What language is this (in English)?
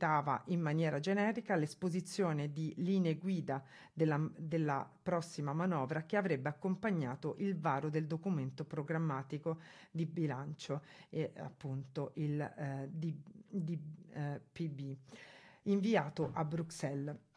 Italian